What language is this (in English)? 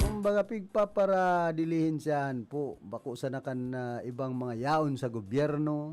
Bikol